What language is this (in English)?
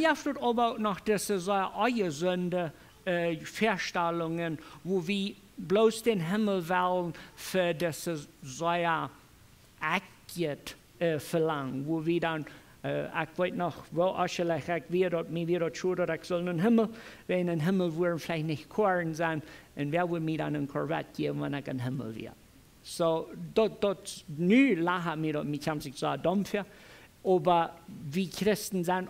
Plautdietsch